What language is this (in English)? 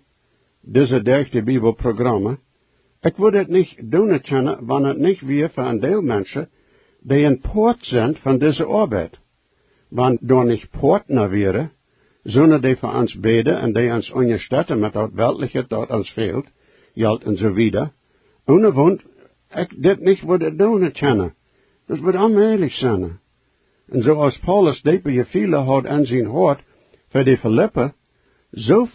Plautdietsch